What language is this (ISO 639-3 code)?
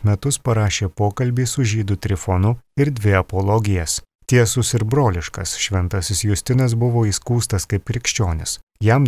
lit